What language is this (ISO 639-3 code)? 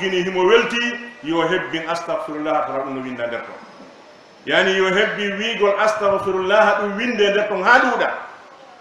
ful